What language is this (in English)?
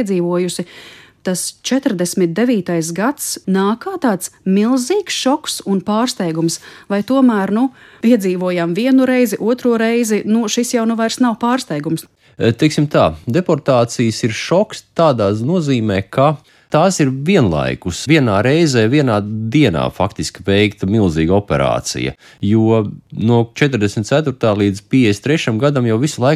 Latvian